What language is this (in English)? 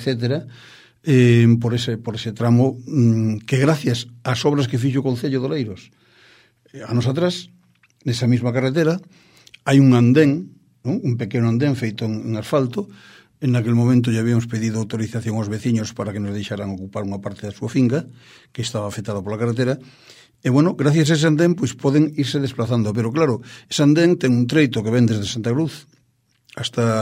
Galician